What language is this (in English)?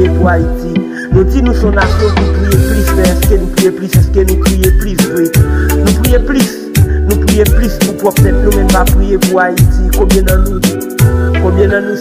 Haitian Creole